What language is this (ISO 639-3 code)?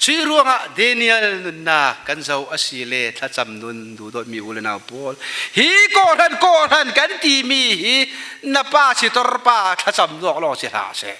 cfm